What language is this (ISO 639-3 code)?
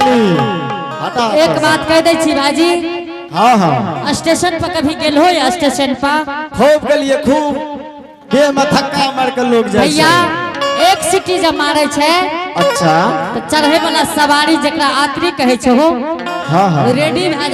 anp